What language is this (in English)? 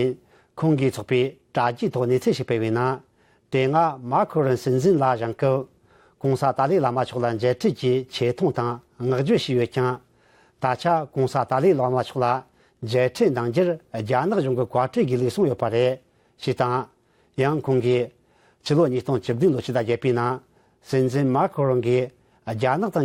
Tibetan